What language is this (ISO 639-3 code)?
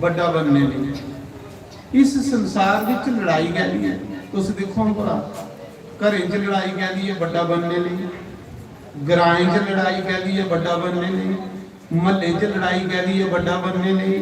doi